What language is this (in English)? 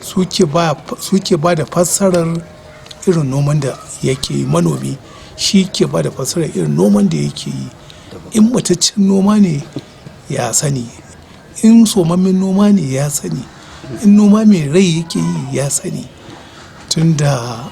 Hausa